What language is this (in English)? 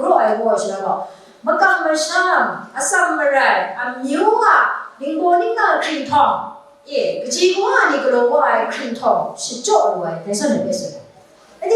Kachin